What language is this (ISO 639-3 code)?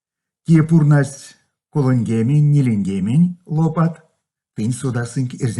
myv